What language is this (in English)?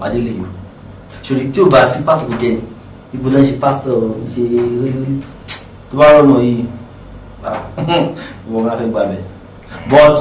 Yoruba